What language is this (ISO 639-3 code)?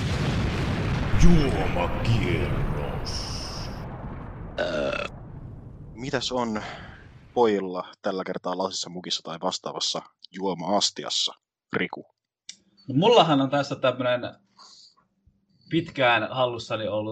fin